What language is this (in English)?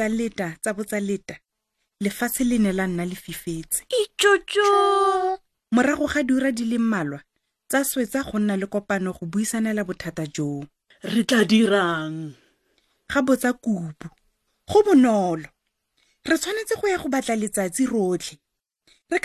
Tswana